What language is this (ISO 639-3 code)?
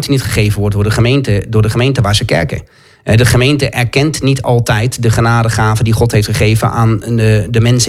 nld